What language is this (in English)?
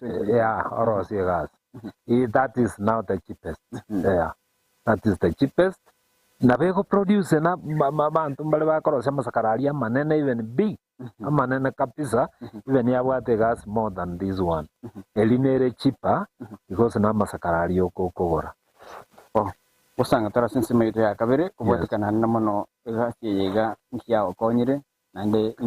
Gusii